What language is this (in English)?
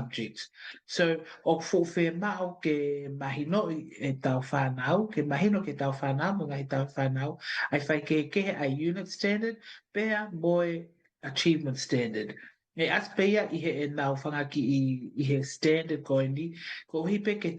Tongan